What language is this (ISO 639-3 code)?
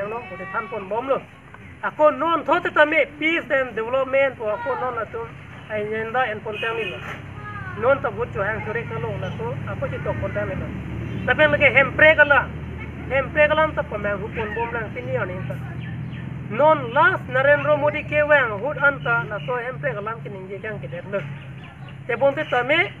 mjw